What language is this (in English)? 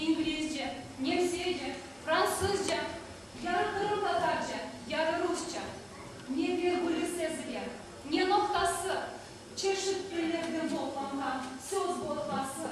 Crimean Tatar